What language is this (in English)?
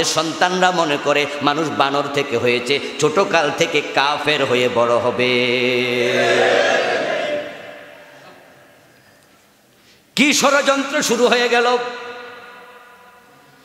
Bangla